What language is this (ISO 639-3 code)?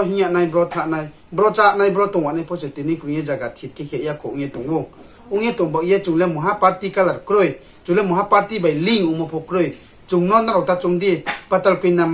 ria